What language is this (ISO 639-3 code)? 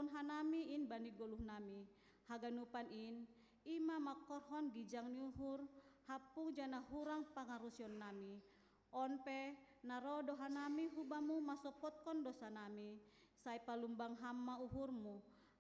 bts